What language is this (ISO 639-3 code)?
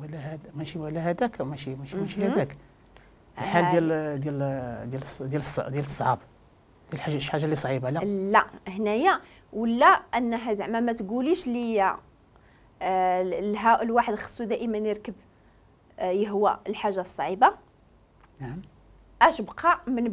ary